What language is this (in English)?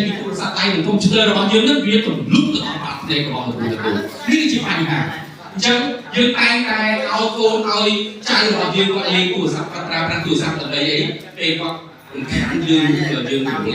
Khmer